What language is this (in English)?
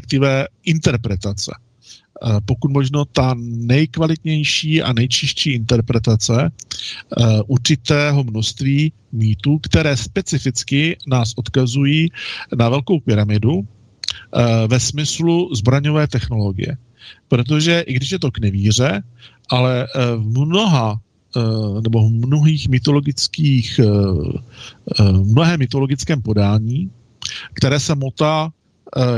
Czech